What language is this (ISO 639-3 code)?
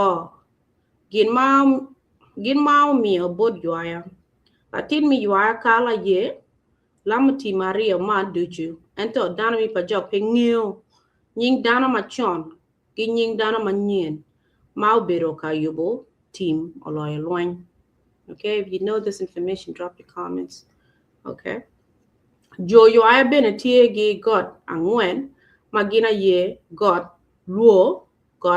ach